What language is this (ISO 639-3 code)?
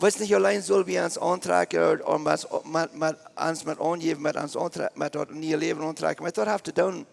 pdt